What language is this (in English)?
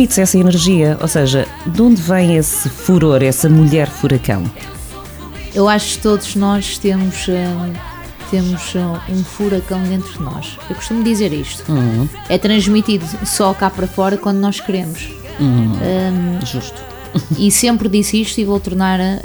Portuguese